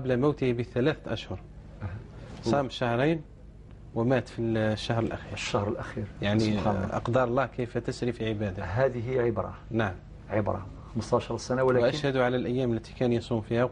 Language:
Algerian Arabic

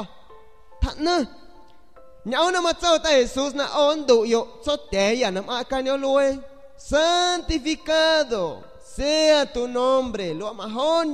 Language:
San Pedro Amuzgos Amuzgo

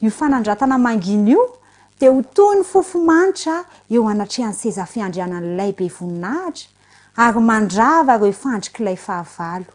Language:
Malagasy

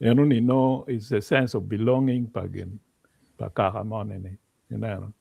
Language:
Acoli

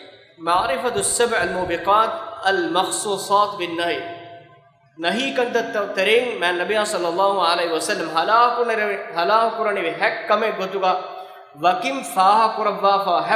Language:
Divehi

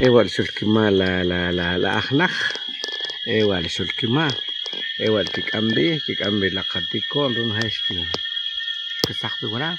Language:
Achi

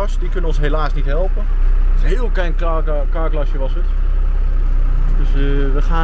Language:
Dutch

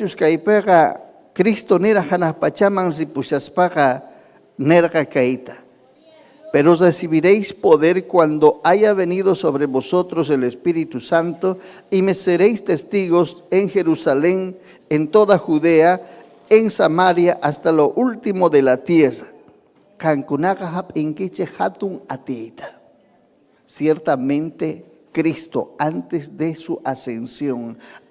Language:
Ayacucho Quechua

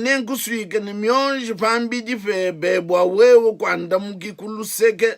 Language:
Luba-Lulua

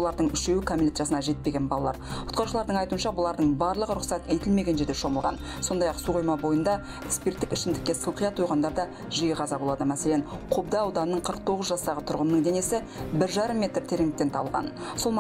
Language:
Kazakh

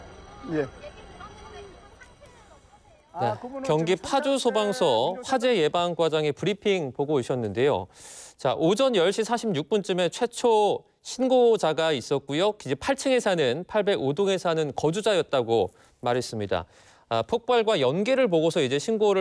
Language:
Korean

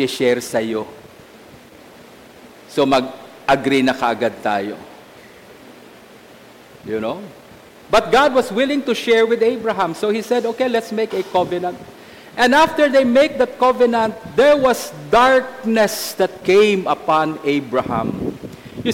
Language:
Filipino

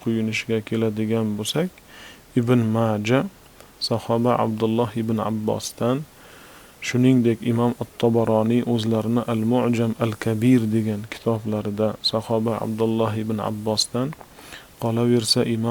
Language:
Uzbek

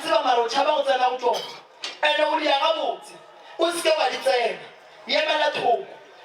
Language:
Northern Sotho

